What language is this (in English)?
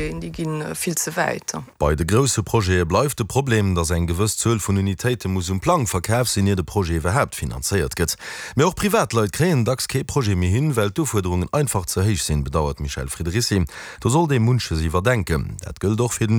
Luxembourgish